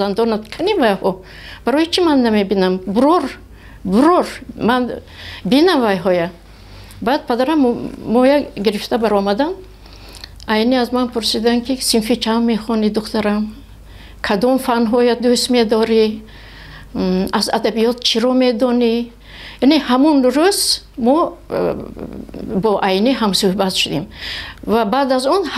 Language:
Tajik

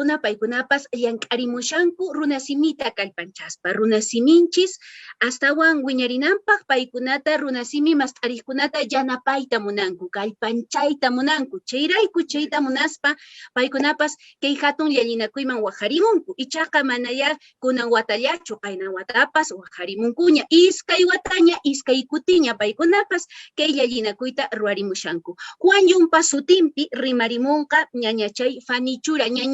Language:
Quechua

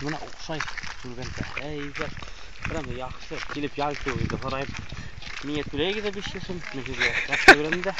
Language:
Bashkir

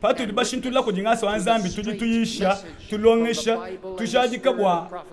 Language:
Luba-Lulua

